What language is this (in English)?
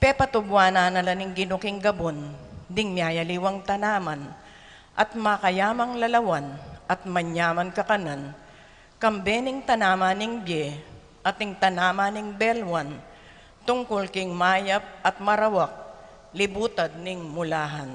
Pampanga